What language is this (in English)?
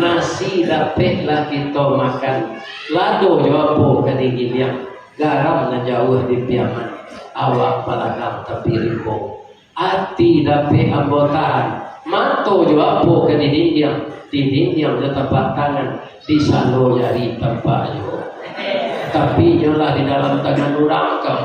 Minangkabau